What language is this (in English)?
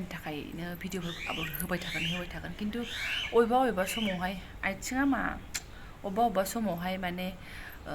Bodo